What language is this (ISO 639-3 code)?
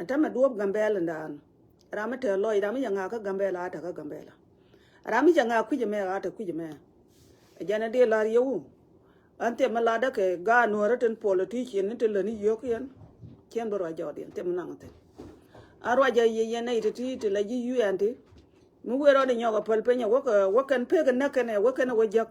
nus